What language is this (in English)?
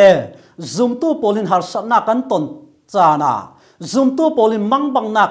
Falam Chin